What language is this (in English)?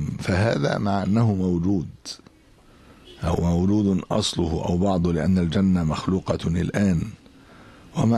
Arabic